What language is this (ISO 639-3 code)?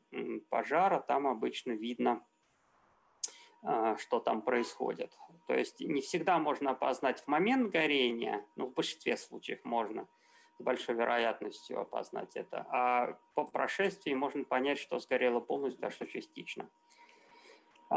rus